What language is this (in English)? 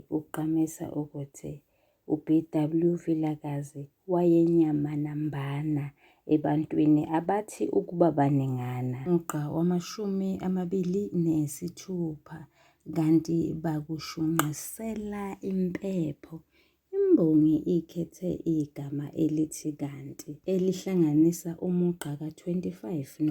Zulu